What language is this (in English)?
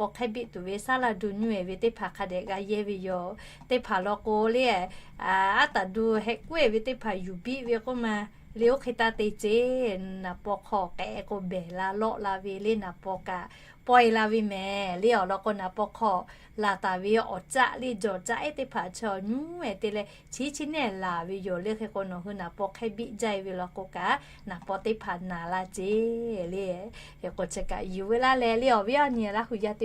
Lahu